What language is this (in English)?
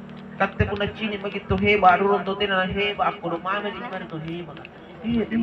Makasar